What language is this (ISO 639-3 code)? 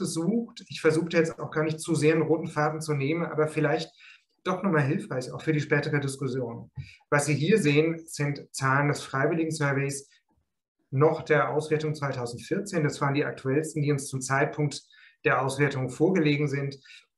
deu